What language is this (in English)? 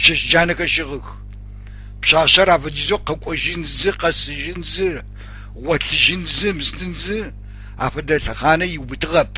Adyghe